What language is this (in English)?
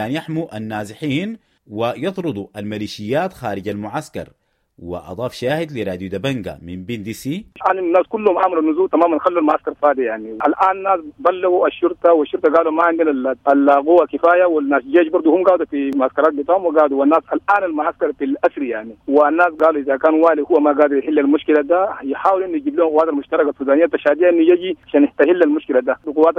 Sudanese Arabic